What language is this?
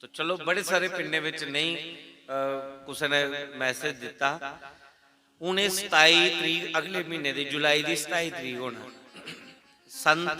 Dogri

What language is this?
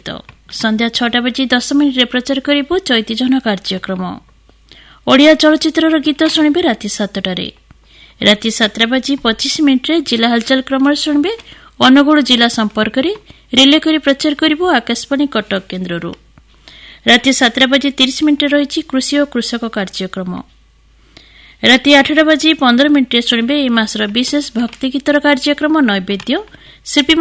Odia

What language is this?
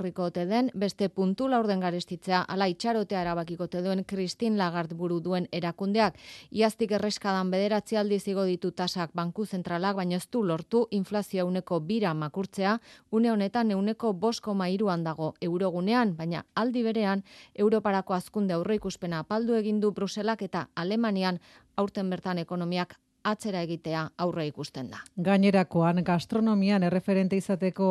Basque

